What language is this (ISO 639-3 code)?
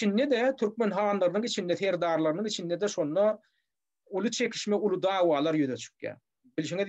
tuk